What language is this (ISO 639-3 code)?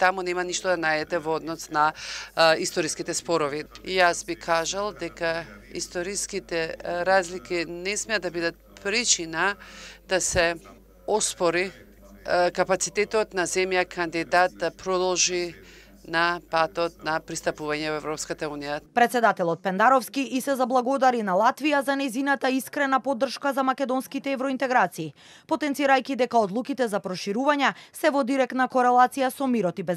mkd